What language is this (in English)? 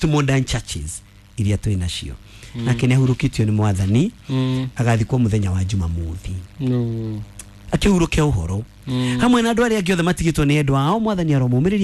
Kikuyu